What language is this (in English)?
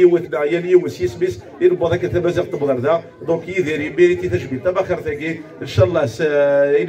Kabyle